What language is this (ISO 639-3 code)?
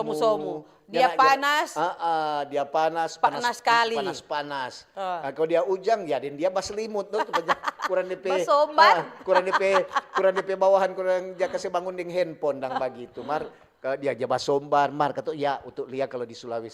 xmm